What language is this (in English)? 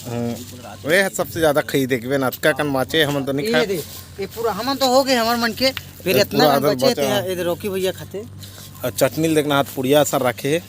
Chhattisgarhi